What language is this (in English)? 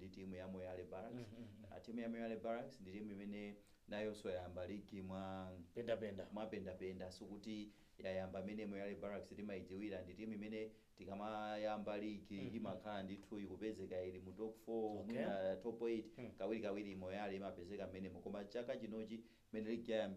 Nyanja